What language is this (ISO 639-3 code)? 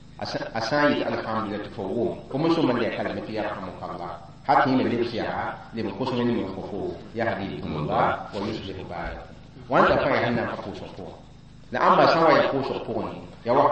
mos